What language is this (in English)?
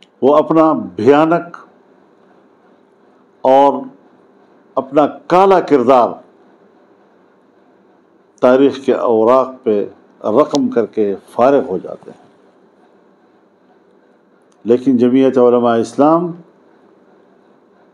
Urdu